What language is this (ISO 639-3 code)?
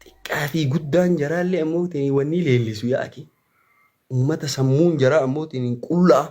orm